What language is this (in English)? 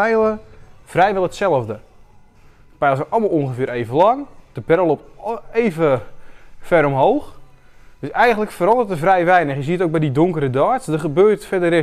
Dutch